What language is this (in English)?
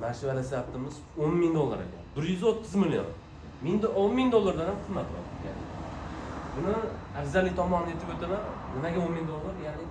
Uzbek